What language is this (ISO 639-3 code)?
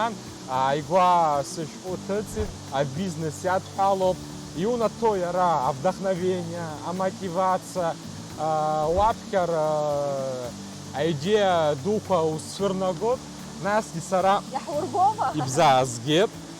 abk